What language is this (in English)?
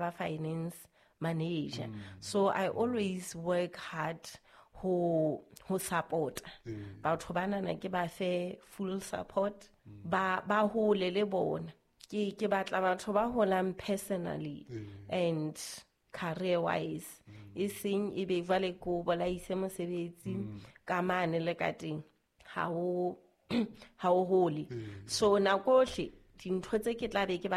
Southern Sotho